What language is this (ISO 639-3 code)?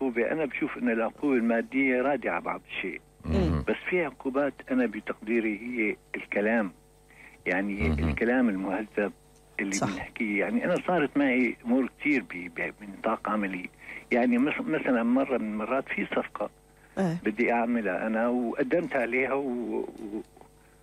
apc